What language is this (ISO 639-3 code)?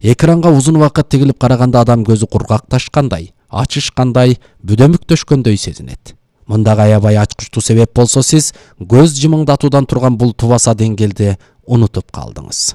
kir